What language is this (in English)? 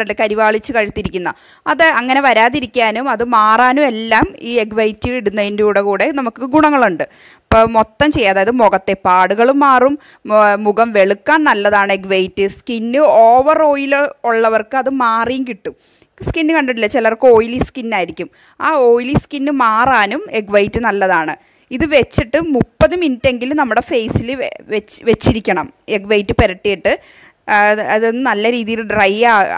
Malayalam